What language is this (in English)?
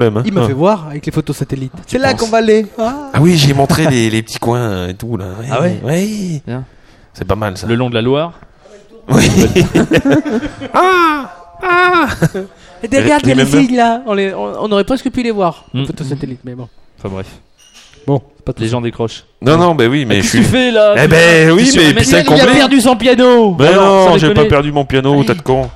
French